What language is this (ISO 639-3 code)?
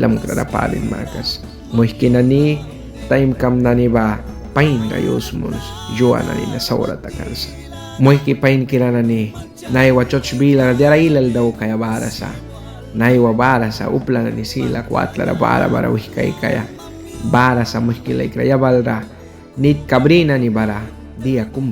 miq